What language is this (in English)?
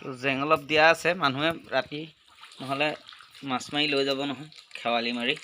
Assamese